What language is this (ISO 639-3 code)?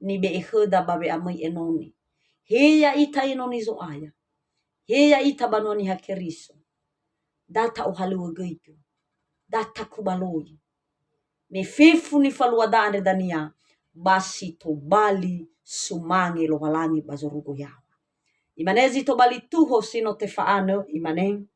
nia